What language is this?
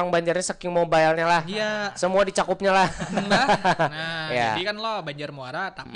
Banjar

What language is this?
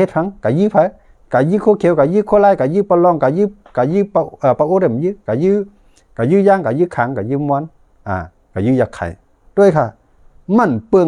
Shan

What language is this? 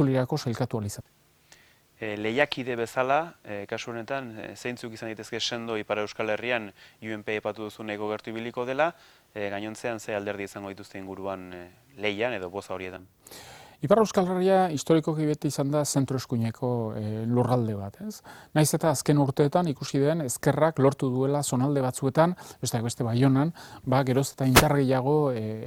Basque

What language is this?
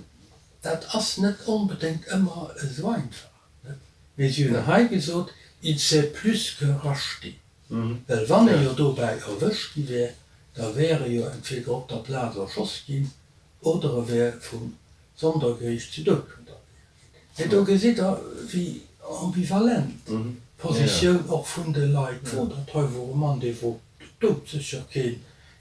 Luxembourgish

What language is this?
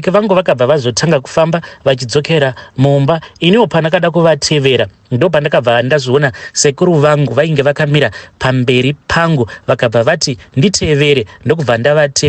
Shona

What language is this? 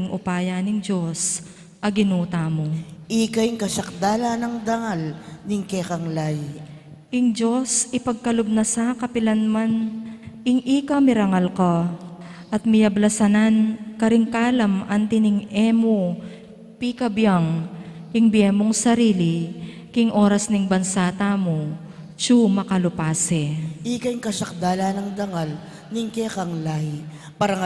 Pampanga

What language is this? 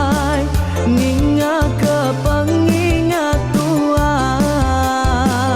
Iban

